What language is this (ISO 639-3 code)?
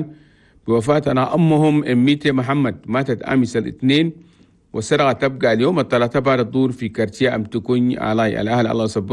shu